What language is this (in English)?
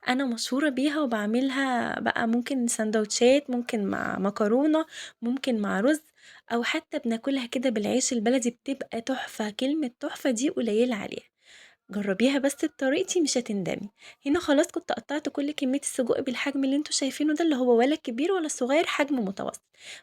Egyptian Arabic